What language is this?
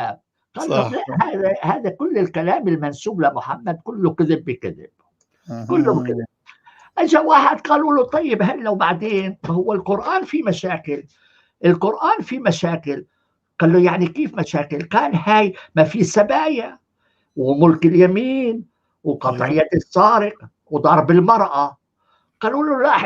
North Levantine Arabic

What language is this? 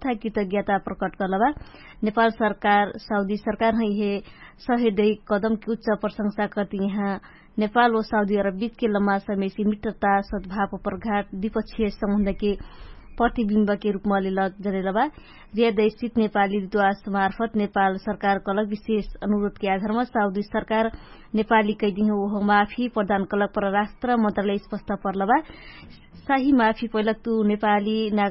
Dangaura Tharu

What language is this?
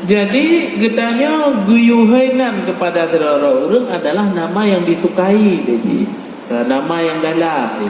Achinese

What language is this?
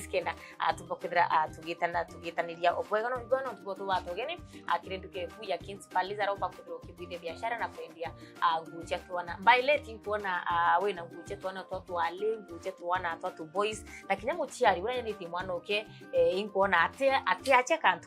Meru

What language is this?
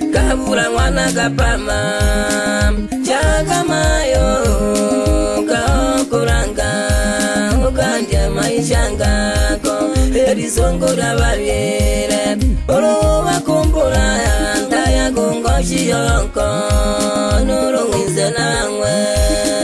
Swahili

